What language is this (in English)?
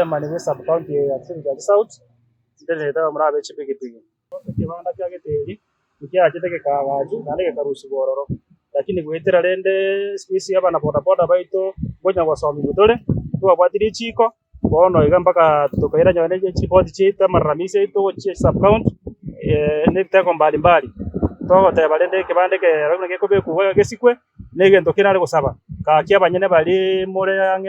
Gusii